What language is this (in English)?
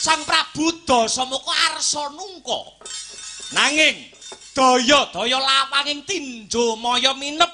Javanese